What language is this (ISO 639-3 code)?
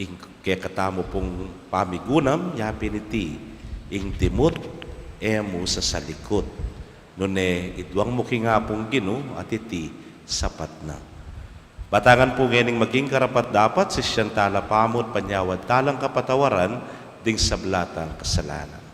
pam